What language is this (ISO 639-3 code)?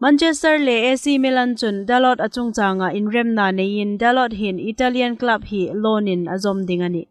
hmr